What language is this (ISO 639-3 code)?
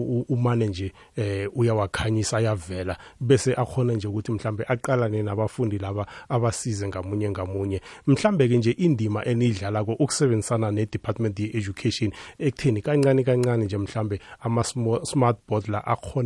nbl